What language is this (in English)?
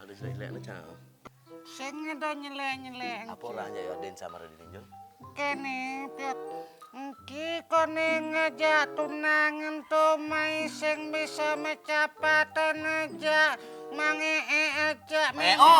Balinese